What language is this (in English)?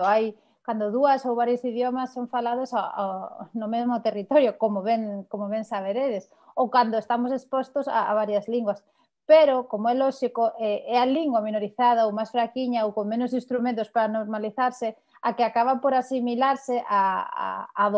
Galician